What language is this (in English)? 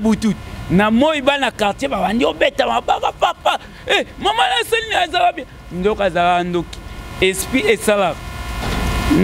Lingala